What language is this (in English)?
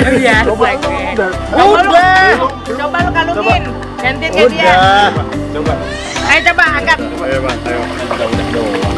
Indonesian